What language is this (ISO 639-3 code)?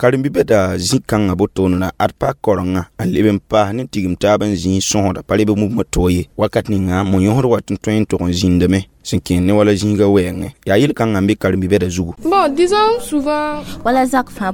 mos